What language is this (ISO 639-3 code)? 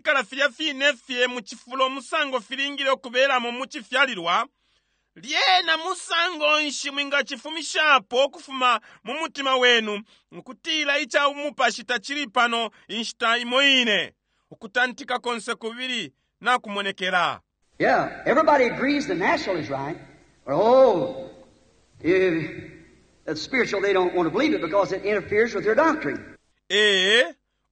bem